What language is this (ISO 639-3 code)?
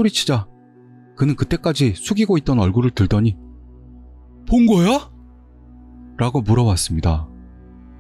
kor